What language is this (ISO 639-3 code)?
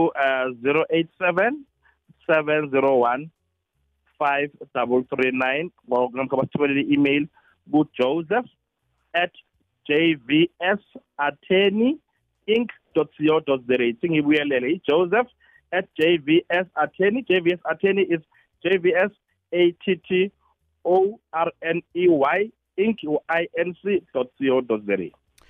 nbl